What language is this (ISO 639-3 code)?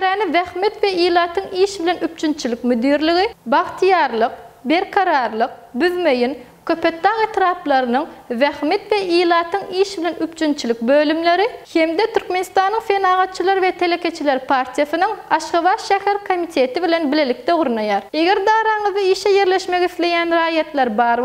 tuk